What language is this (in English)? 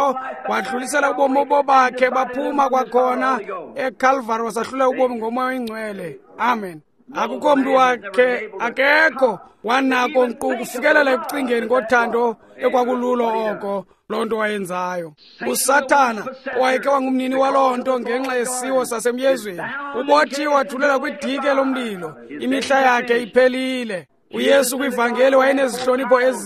Xhosa